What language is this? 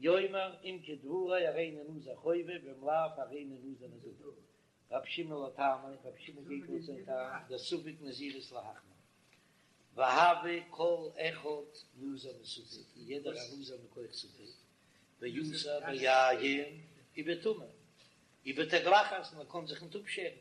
Yiddish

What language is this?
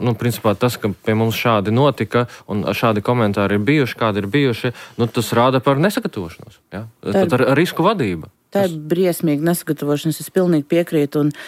Latvian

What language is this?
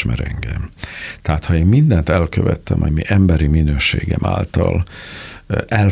Hungarian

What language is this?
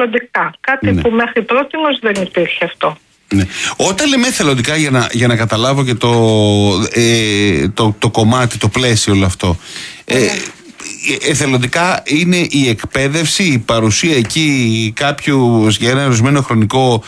Greek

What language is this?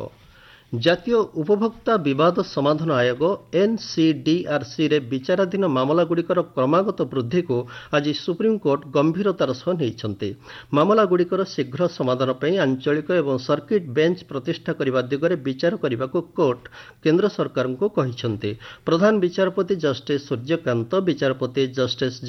Odia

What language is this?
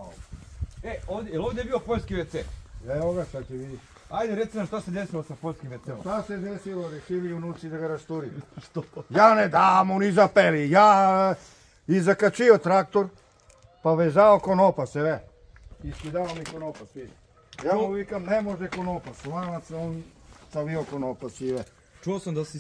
Serbian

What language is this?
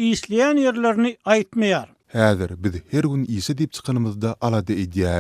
Turkmen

